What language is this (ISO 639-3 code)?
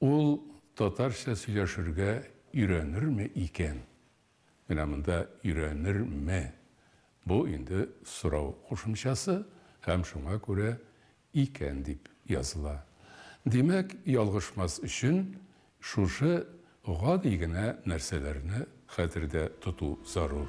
tat